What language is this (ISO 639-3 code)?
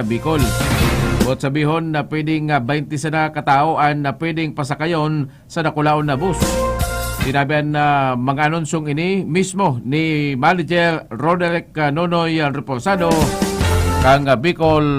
bik